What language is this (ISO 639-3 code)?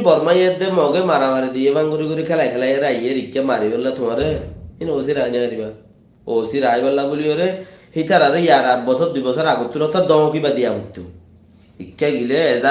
rhg